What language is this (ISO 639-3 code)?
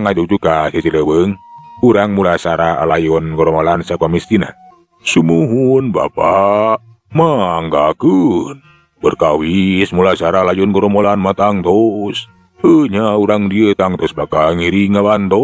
sun